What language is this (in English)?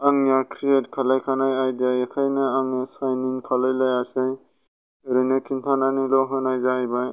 Bodo